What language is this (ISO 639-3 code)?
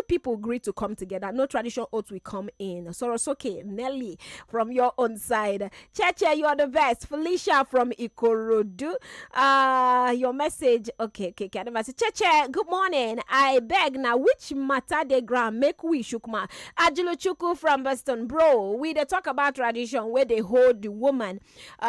pcm